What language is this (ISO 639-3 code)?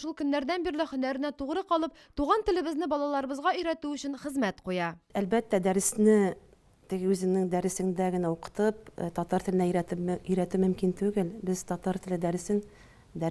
tat